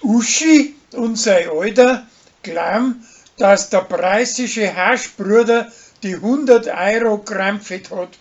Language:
Bavarian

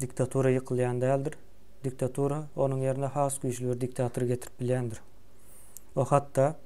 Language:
Turkmen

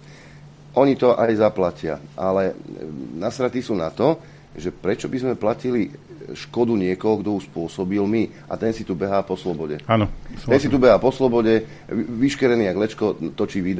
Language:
Slovak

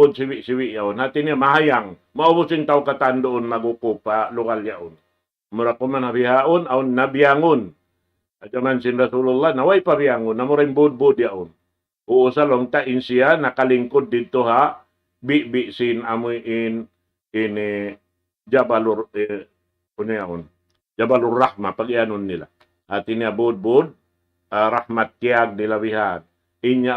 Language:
Tausug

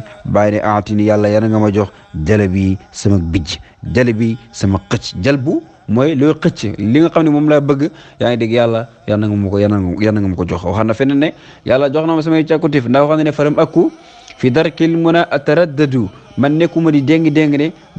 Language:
Wolof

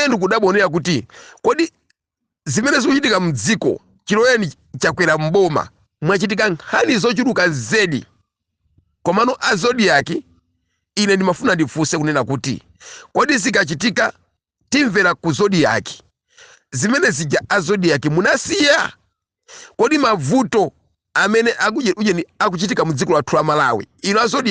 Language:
Nyanja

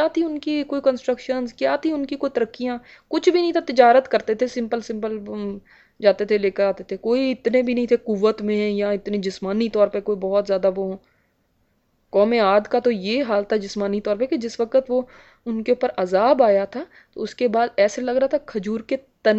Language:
Urdu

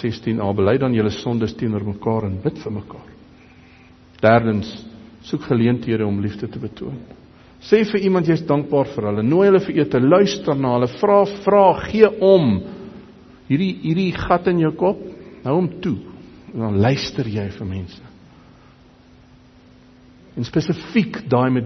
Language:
Afrikaans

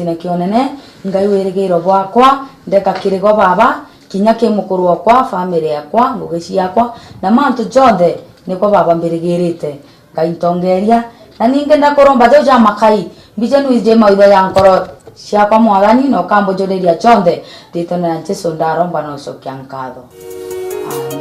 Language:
Meru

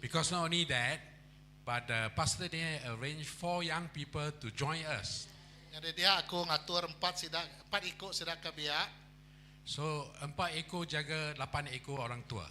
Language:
Iban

